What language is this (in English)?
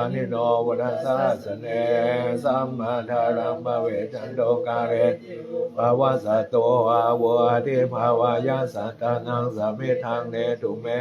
Pali